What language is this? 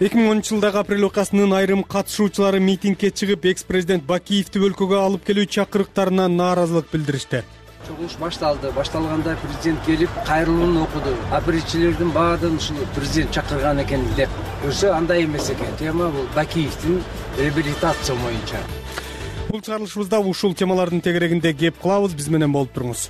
Kyrgyz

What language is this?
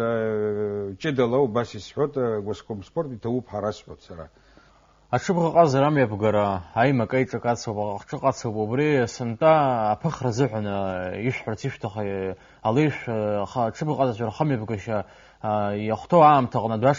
Abkhazian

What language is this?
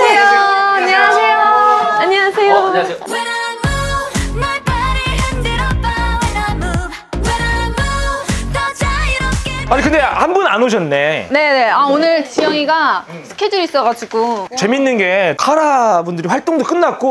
Korean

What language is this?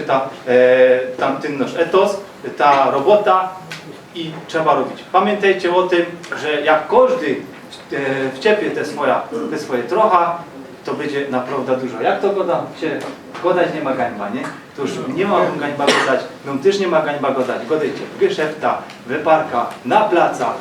Silesian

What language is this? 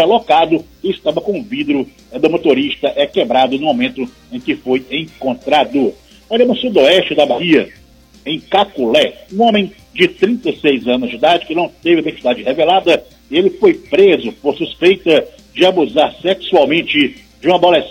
Portuguese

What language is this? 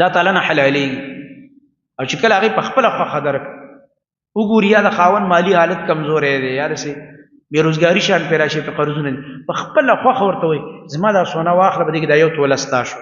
Pashto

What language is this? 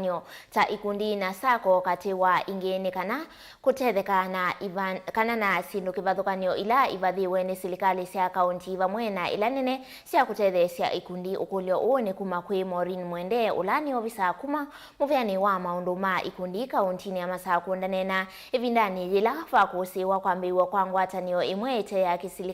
Kamba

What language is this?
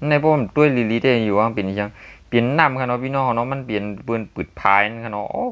Shan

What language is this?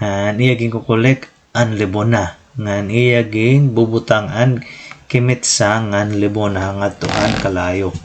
Waray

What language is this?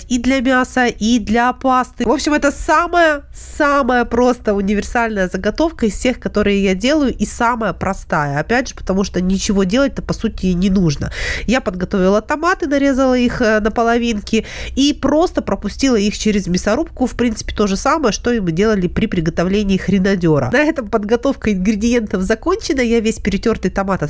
Russian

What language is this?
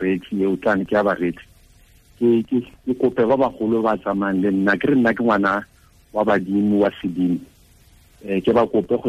Tswana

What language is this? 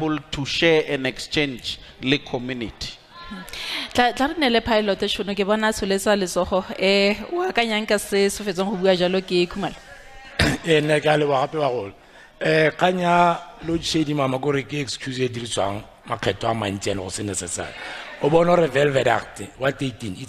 Tswana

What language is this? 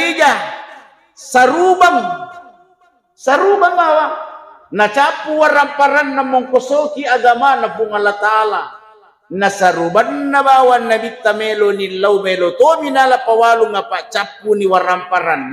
Buginese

